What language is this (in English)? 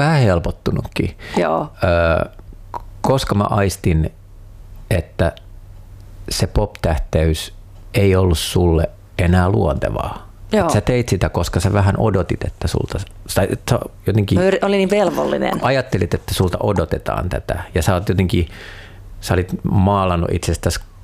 Finnish